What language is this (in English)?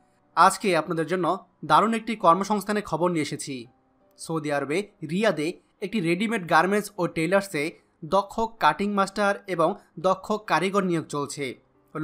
Bangla